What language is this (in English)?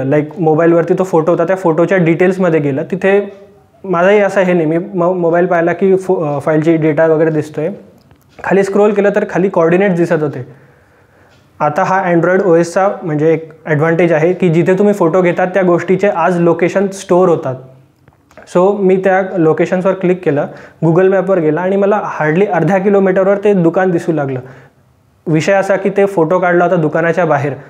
Marathi